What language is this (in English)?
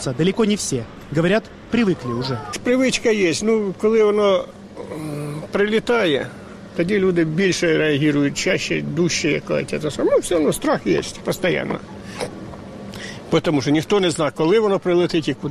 Ukrainian